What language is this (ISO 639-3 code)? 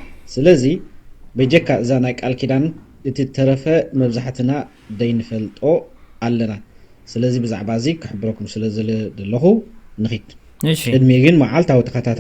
tir